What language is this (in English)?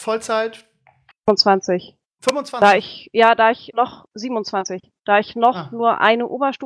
German